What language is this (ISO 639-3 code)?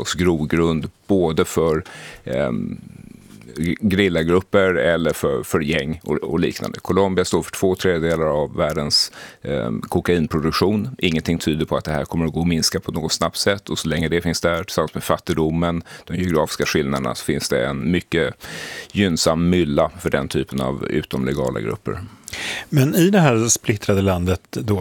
swe